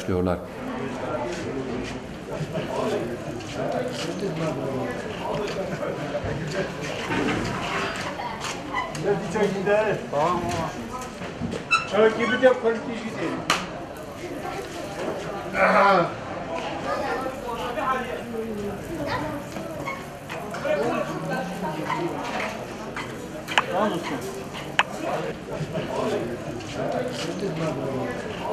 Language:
Turkish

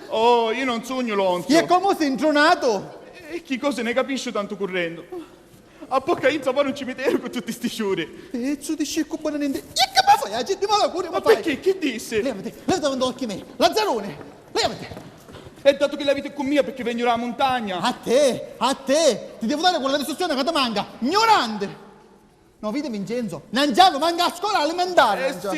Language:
Sicilian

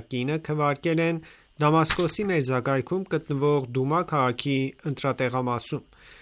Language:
Armenian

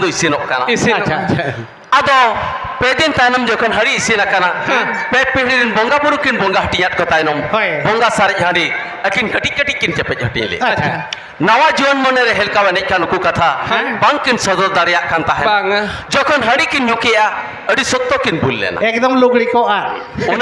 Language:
Santali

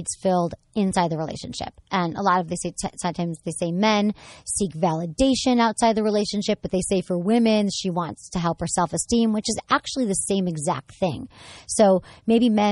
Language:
English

